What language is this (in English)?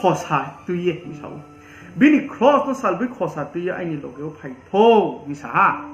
Riang (India)